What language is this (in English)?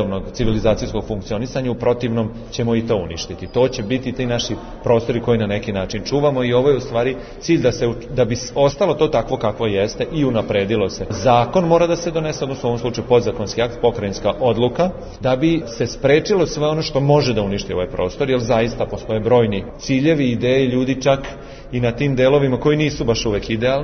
Serbian